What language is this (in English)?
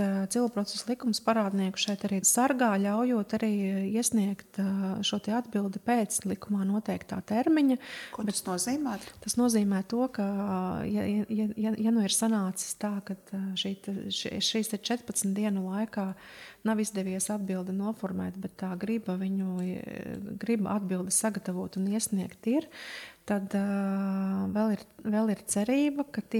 Latvian